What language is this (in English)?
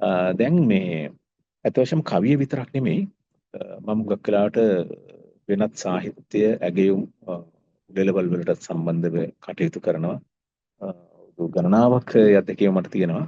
Sinhala